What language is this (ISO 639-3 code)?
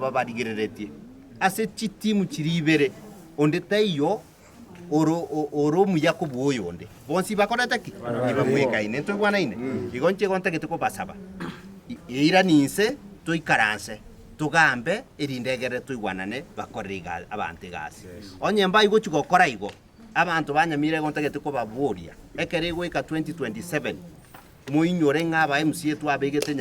guz